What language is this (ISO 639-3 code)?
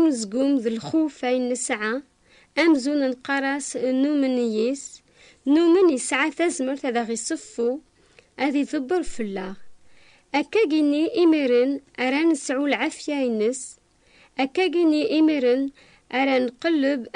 kab